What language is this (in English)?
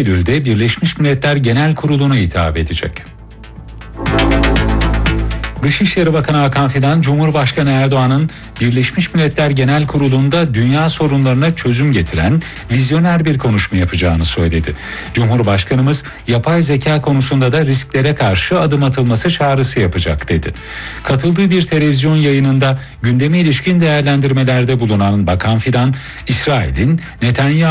Turkish